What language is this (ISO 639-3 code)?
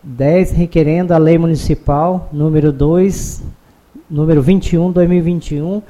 por